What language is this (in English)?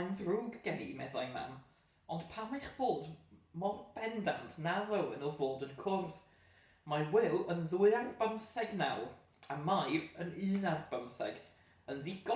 Welsh